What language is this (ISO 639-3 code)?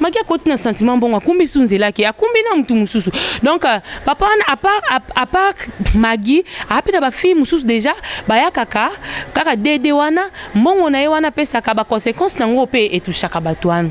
lin